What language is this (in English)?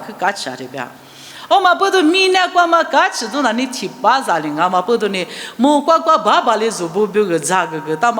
Lisu